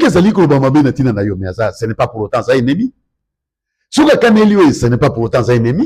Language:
Lingala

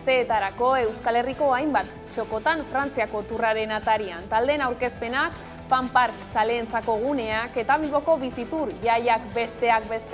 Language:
Basque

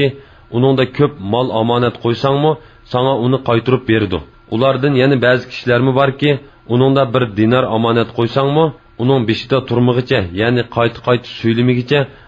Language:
Uyghur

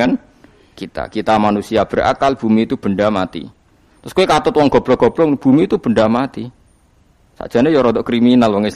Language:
Javanese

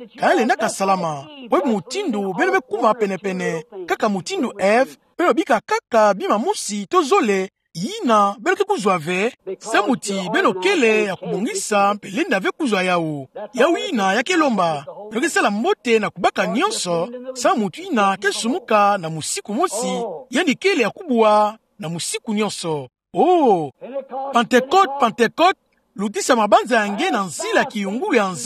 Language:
Kituba (Democratic Republic of Congo)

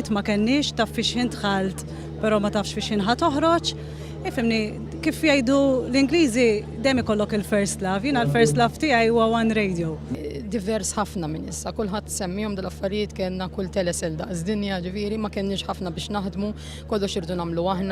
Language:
Maltese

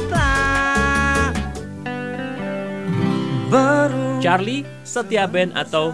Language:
Indonesian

